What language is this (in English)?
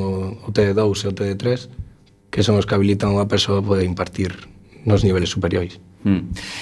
Galician